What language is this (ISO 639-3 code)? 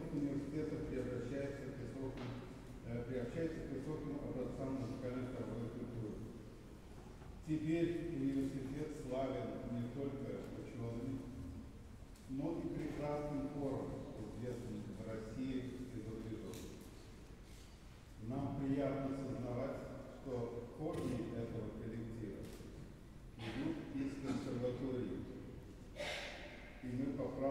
rus